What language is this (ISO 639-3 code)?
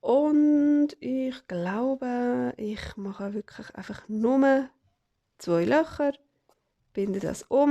gsw